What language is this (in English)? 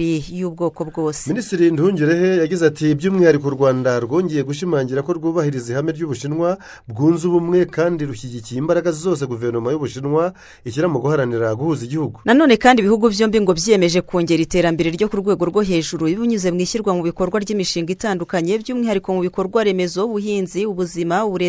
Kinyarwanda